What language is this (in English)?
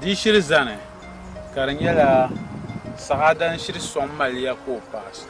Dagbani